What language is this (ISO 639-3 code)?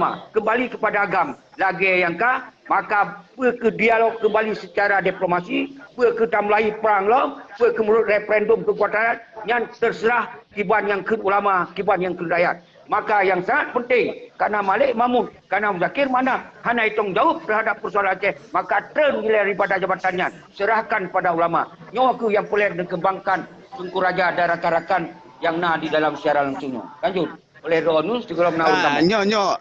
ace